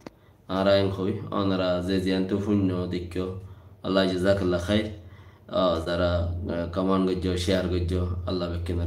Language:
Rohingya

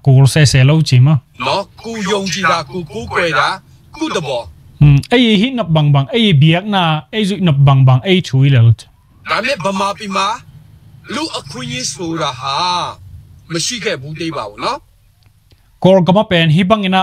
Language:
Tedim Chin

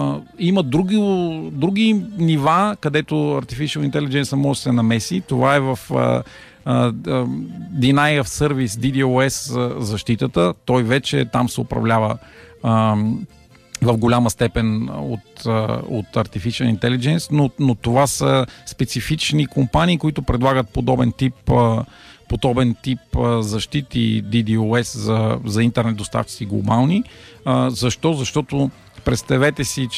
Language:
Bulgarian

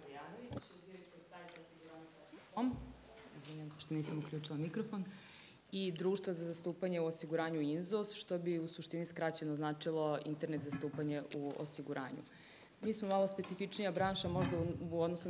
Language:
Serbian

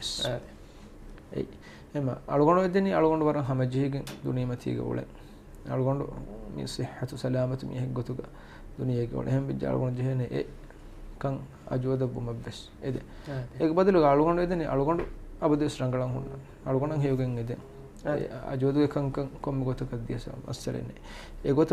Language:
Divehi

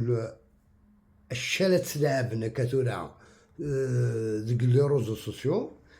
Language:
Algerian Arabic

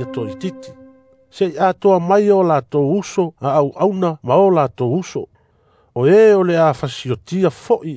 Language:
Samoan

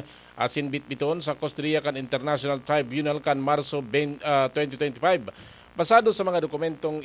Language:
Bikol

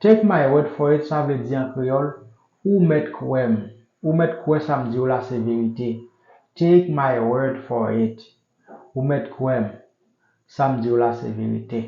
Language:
Haitian Creole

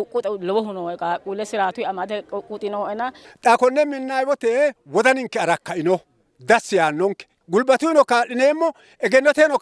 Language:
Sidamo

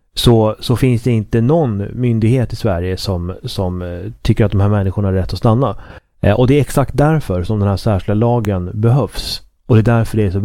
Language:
Swedish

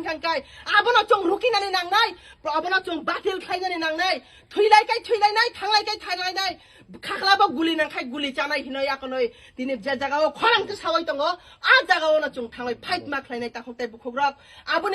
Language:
Kok Borok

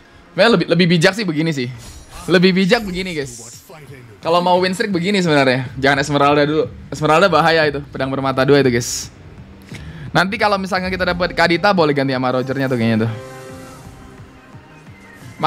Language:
Indonesian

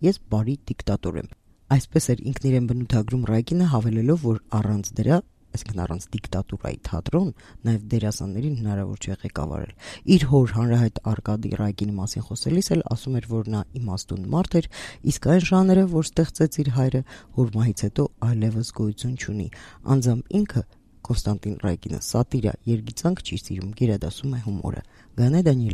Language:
Armenian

